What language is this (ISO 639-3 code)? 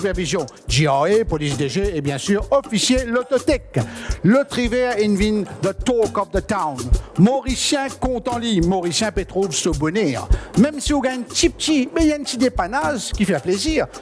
mfe